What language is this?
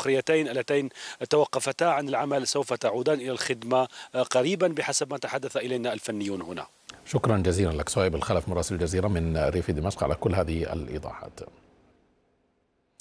Arabic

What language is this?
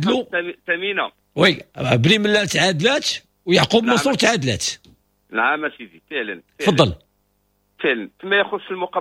Moroccan Arabic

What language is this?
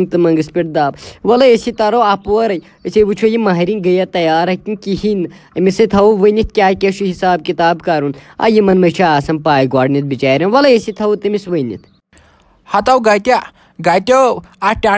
Kashmiri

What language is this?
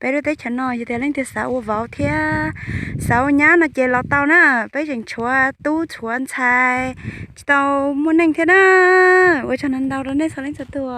Hmong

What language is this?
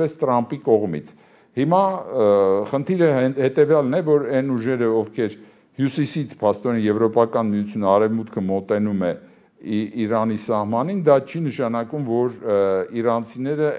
Armenian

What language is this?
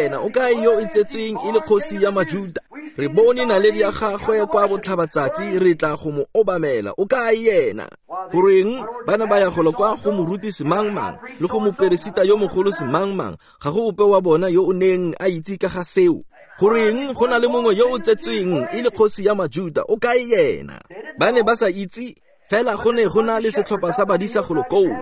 Tswana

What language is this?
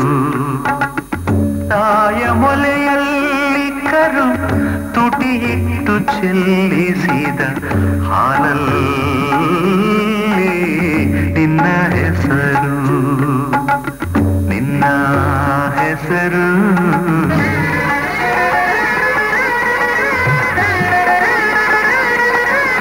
Kannada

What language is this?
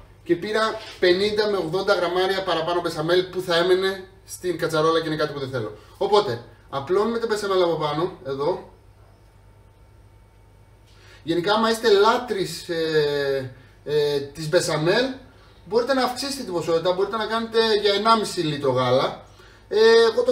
Greek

